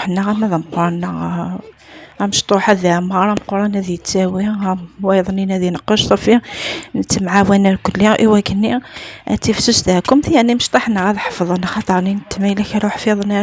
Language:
Kabyle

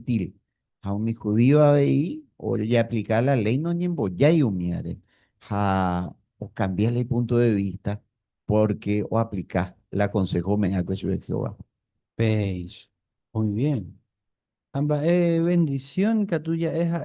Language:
Guarani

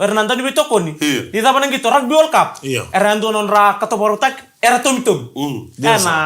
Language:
Fijian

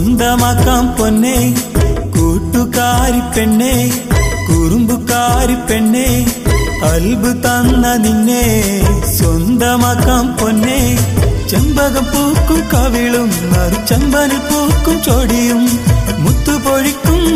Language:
Malayalam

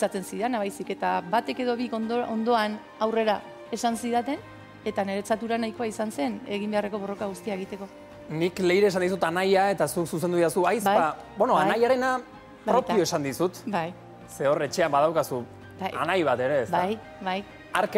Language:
Basque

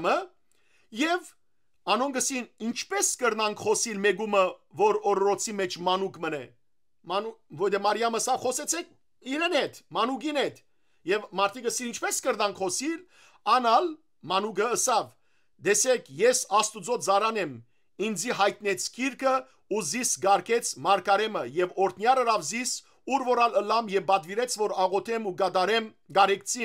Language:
Western Armenian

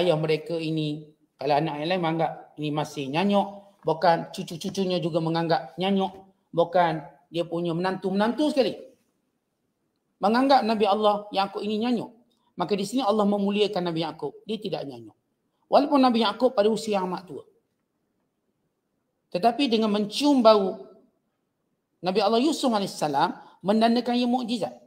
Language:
Malay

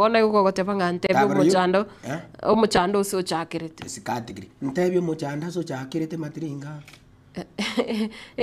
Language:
Gusii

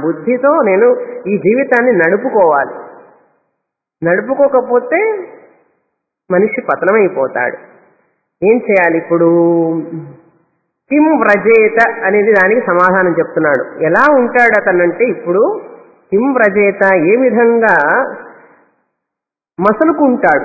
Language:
Telugu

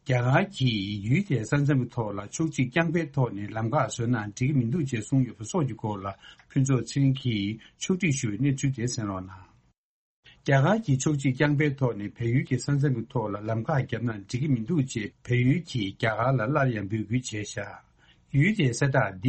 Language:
Tibetan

